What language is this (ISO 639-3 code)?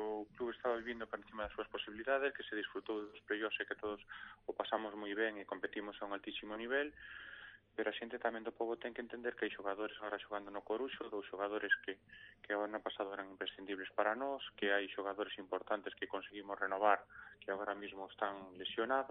glg